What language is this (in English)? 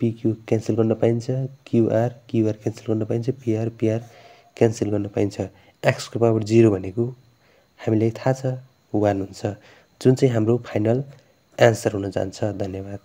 Nepali